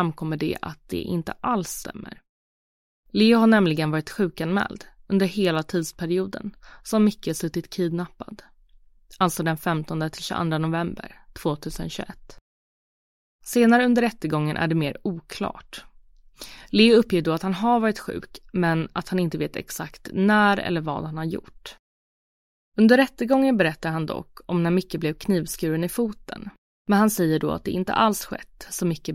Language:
Swedish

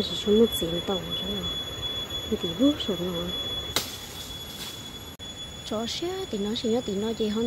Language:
Vietnamese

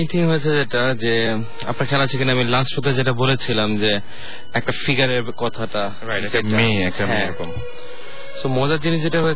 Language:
Bangla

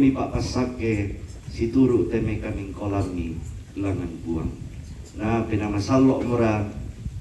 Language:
Toraja-Sa'dan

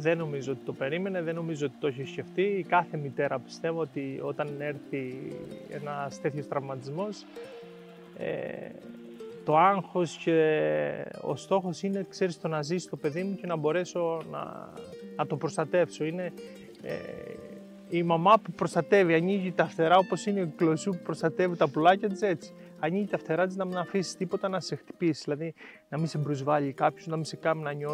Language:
Greek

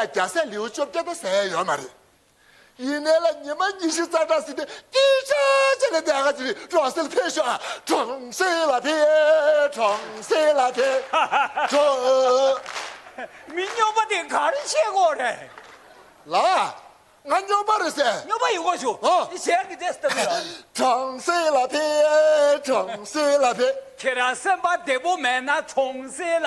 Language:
Tibetan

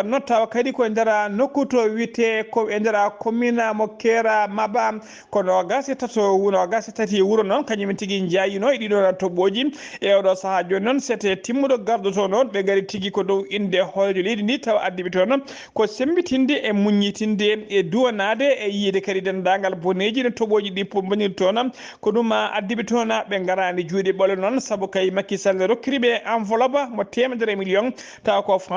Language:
Fula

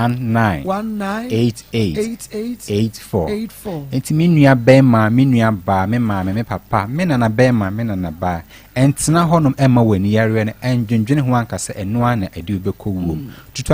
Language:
Akan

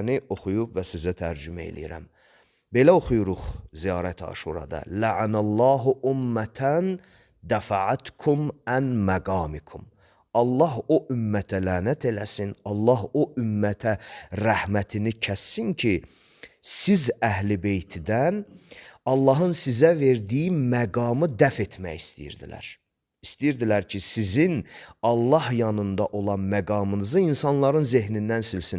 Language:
Azerbaijani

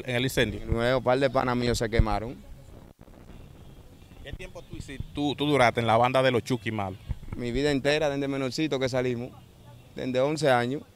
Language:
Spanish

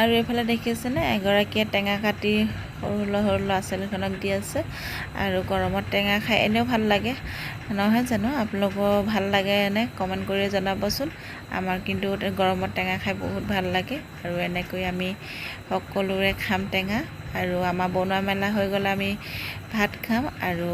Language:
Assamese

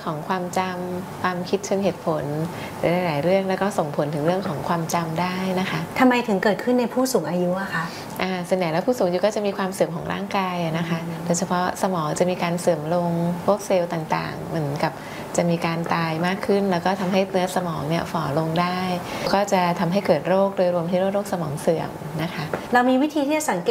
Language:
Thai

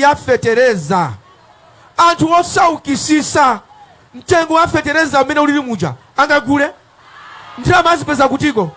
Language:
Nyanja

